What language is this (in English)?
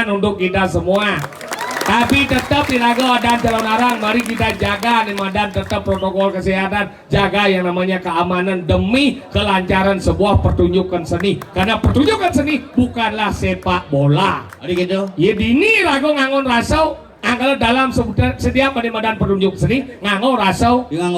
Balinese